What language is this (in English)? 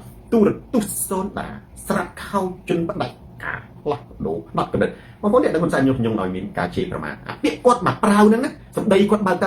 Khmer